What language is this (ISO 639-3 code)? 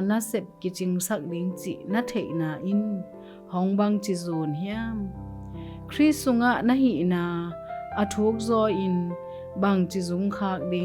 ctd